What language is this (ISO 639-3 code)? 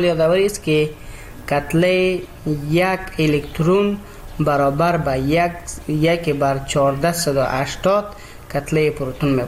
fas